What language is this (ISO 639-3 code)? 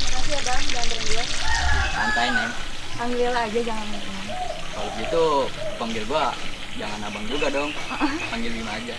bew